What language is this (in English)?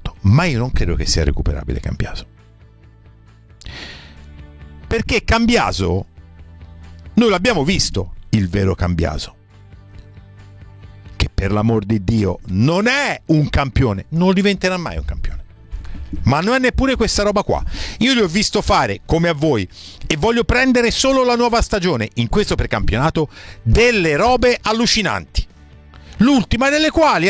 Italian